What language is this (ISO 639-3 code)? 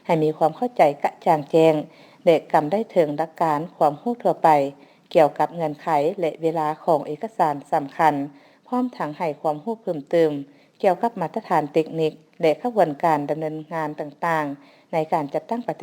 lao